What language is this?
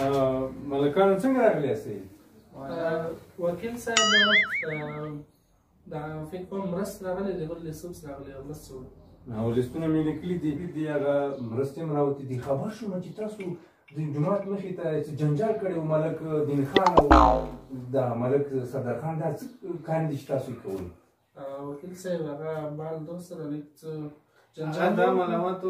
Pashto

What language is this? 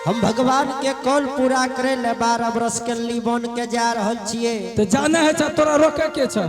Angika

